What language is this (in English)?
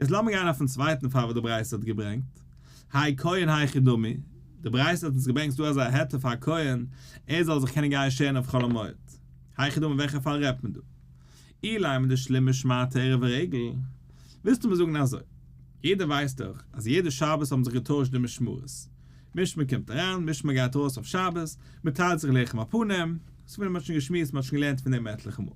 Yiddish